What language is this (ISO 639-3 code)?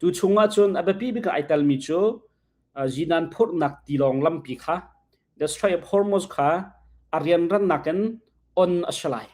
cnh